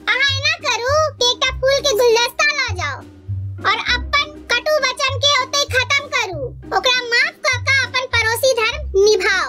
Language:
Maithili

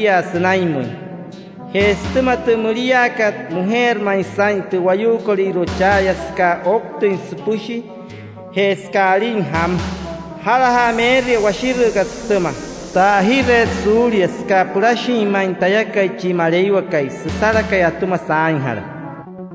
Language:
Wayuu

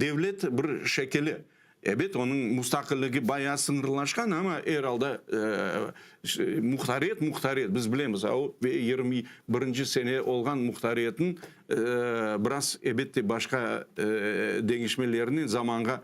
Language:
Crimean Tatar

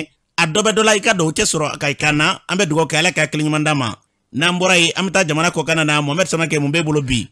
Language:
Bambara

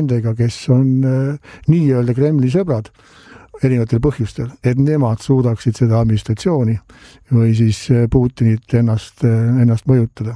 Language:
Estonian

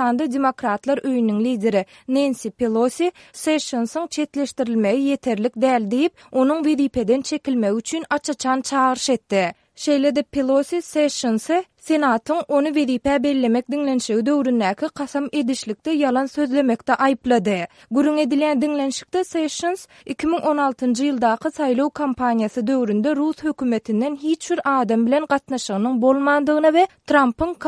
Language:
Turkmen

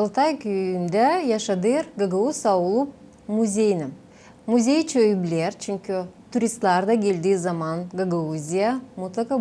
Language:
Gagauz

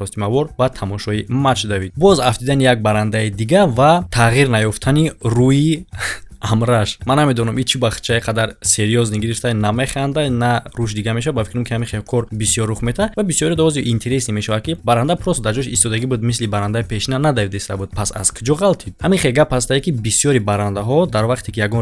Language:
Tajik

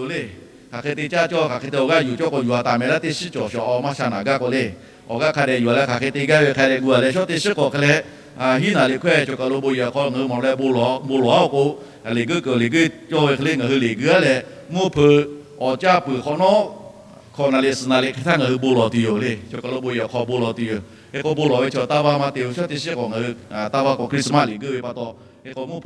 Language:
Lahu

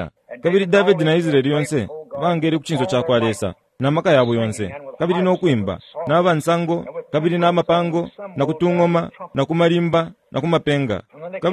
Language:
Bemba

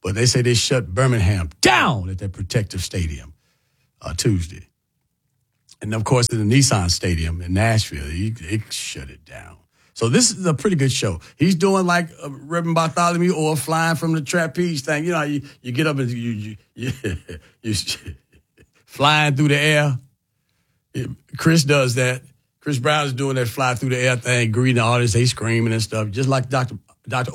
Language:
English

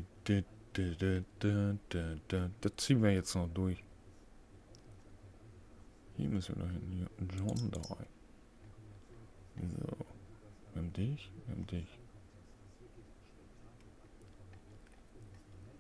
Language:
German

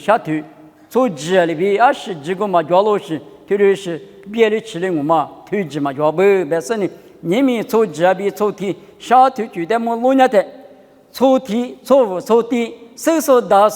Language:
Lisu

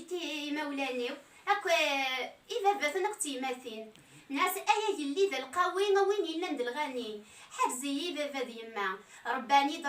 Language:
Kabyle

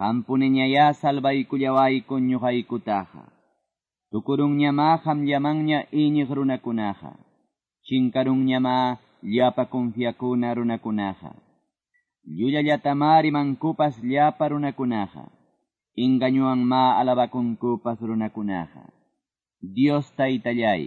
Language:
Quechua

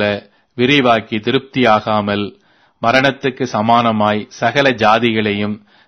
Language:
Tamil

